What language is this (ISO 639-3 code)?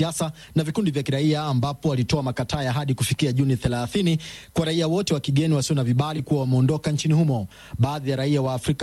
swa